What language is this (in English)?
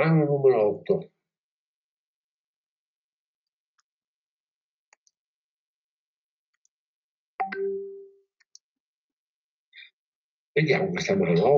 Italian